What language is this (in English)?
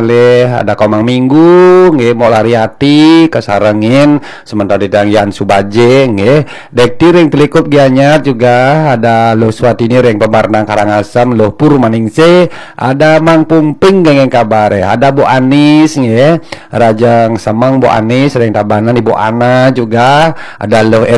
Balinese